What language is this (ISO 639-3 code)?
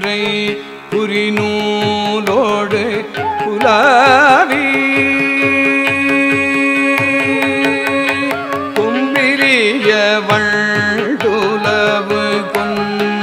tam